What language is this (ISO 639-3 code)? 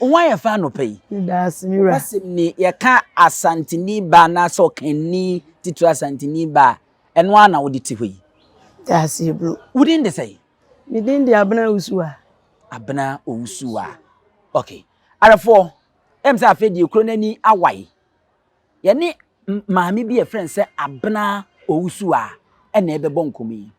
aka